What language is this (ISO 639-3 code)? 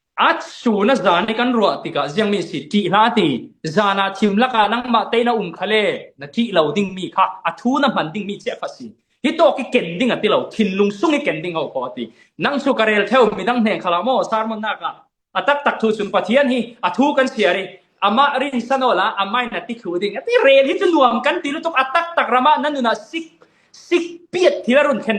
cfm